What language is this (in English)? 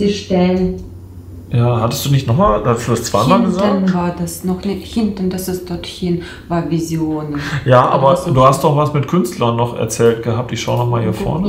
German